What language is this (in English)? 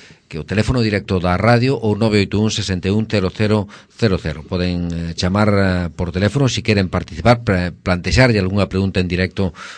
Galician